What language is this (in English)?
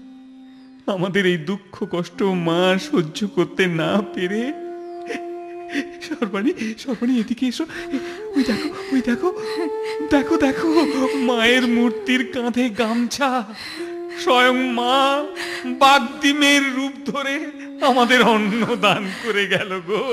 Bangla